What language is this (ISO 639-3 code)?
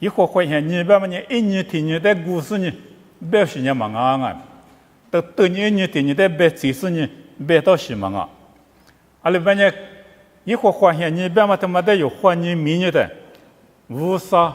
lis